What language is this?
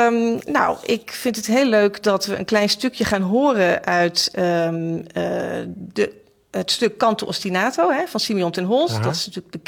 Dutch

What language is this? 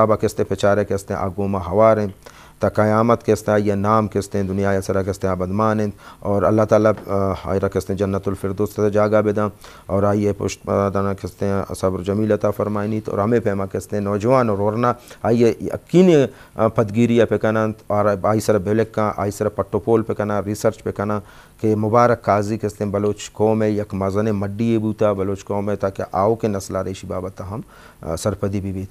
Eastern Balochi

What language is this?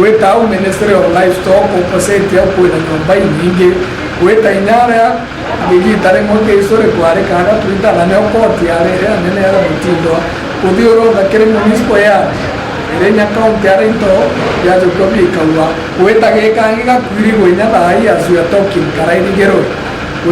Meru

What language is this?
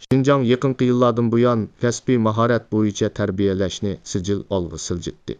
Uyghur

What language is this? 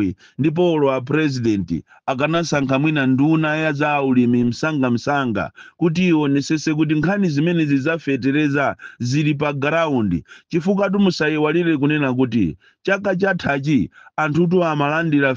Nyanja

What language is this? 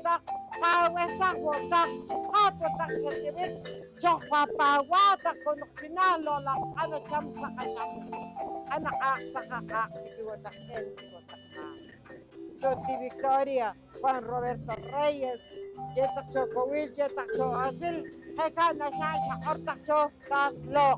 Poqomchi'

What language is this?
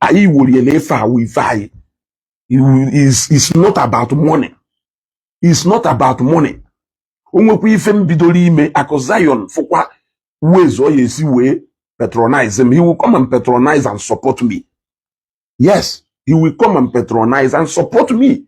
Igbo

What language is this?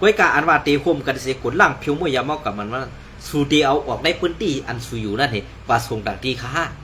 Shan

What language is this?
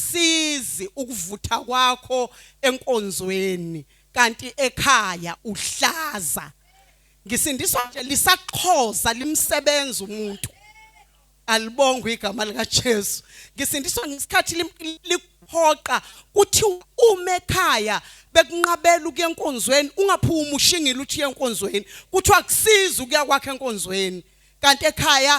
Zulu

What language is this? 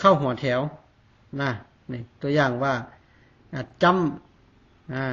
Lao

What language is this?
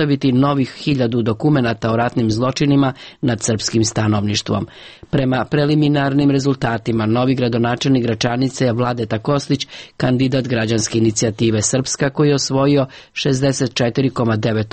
Serbian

